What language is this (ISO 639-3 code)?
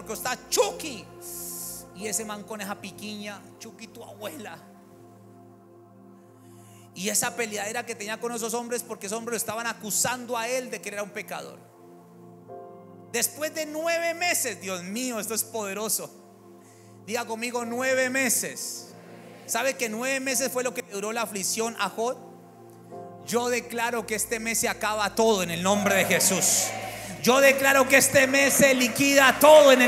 spa